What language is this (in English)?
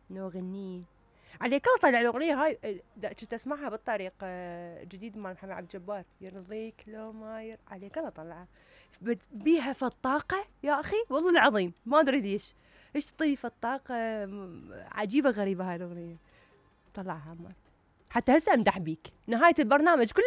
Mesopotamian Arabic